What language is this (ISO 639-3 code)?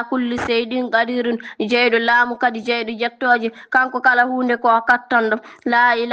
ful